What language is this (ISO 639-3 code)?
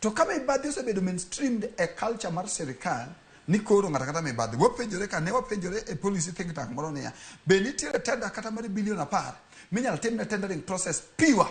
luo